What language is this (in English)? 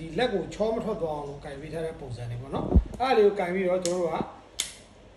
Burmese